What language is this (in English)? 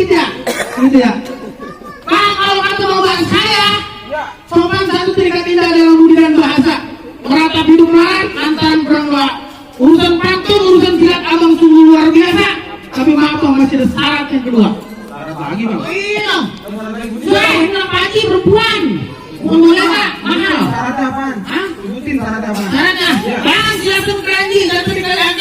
Betawi